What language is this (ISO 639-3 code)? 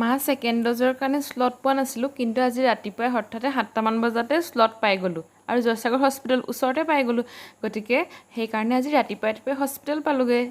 asm